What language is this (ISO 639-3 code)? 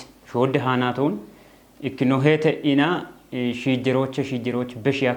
kbr